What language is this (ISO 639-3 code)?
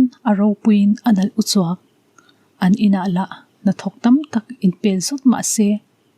lus